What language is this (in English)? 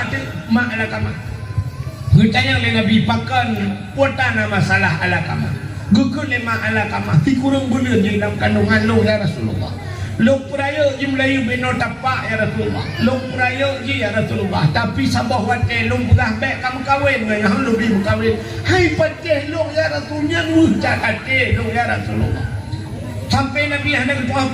Achinese